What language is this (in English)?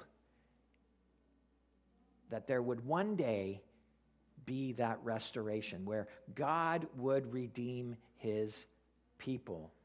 English